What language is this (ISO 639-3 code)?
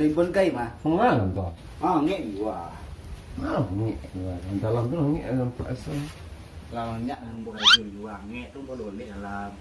min